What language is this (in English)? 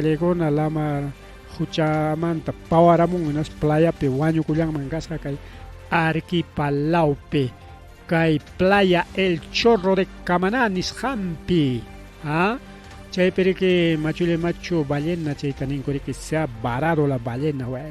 Ayacucho Quechua